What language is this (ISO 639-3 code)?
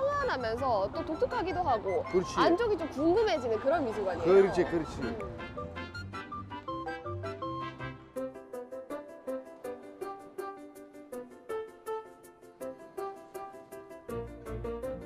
kor